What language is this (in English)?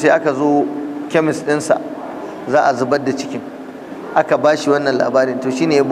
Hausa